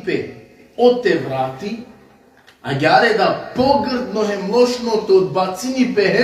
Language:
Balkan Romani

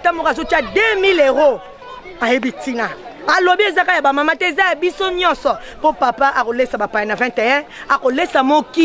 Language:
Lingala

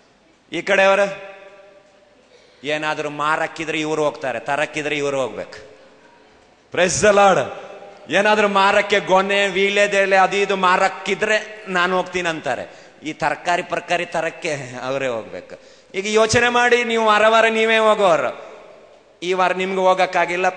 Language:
Kannada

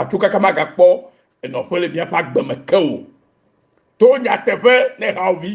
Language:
Ewe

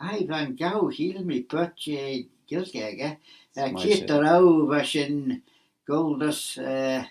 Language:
Manx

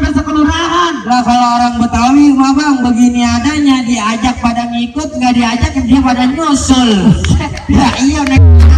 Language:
Betawi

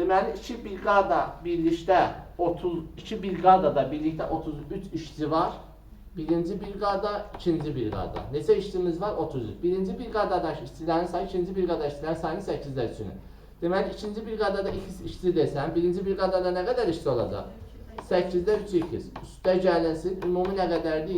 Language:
Azerbaijani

